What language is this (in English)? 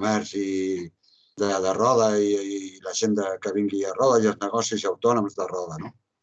Catalan